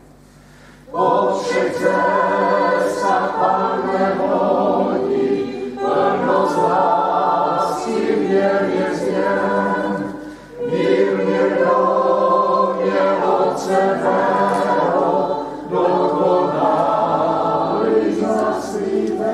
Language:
Czech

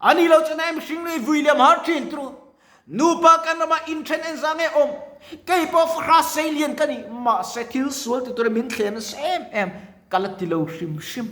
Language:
Mizo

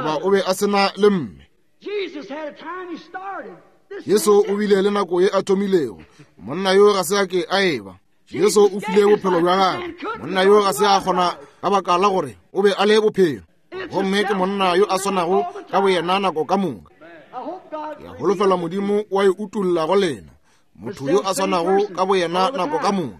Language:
Northern Sotho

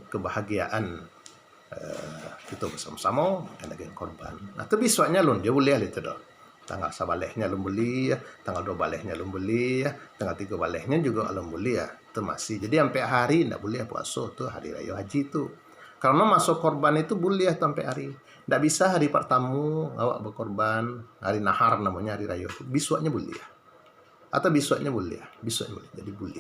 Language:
Minangkabau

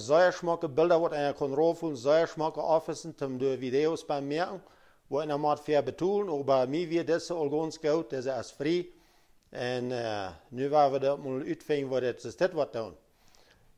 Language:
Plautdietsch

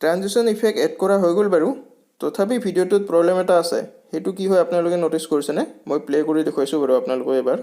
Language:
Assamese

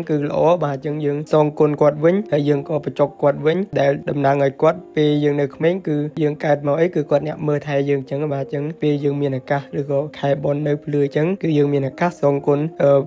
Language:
Khmer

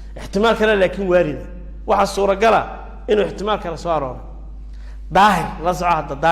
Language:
Somali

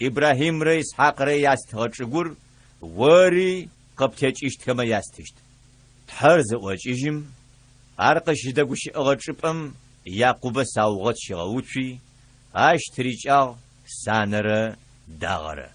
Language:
Adyghe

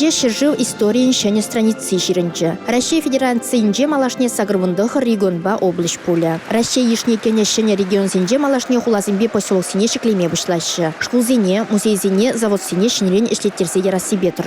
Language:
Chuvash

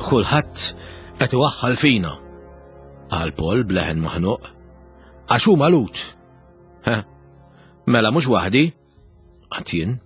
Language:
Maltese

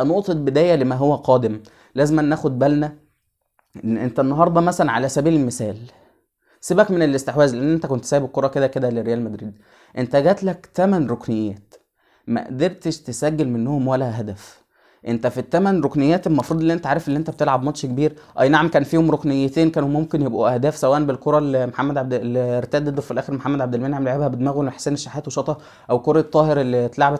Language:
Egyptian Arabic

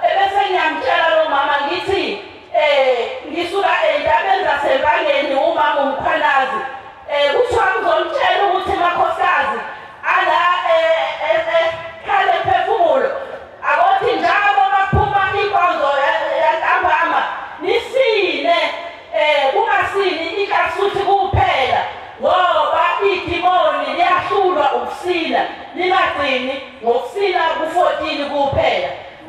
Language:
Zulu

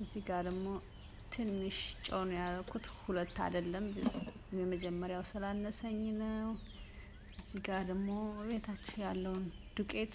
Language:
Amharic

